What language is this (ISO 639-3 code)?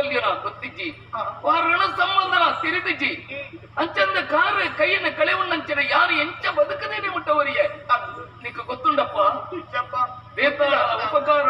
tcy